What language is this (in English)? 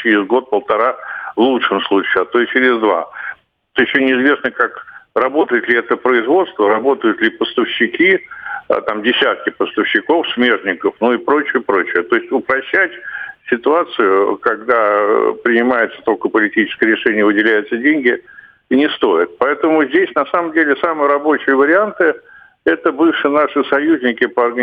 Russian